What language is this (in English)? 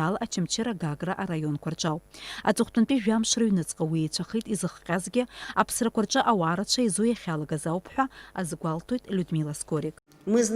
Abkhazian